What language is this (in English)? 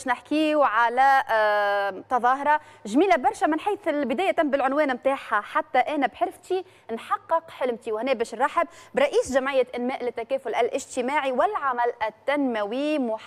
Tunisian Arabic